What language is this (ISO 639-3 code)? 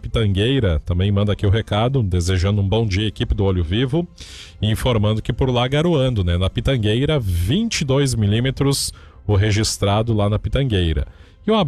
por